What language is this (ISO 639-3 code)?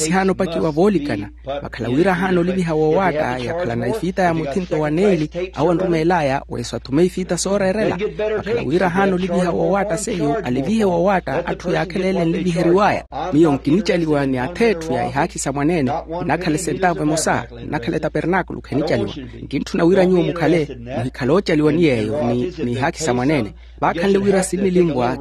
vmw